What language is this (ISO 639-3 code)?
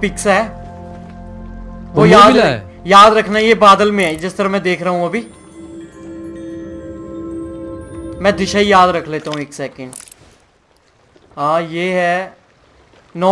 hin